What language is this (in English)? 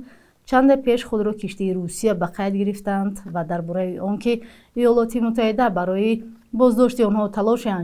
Tajik